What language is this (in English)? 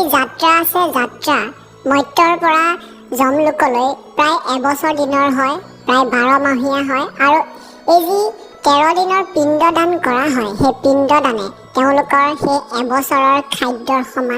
Assamese